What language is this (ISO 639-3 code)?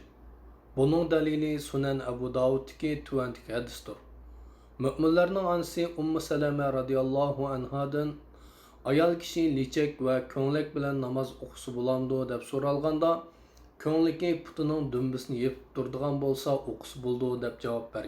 uig